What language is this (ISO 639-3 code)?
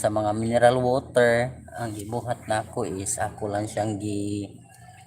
ceb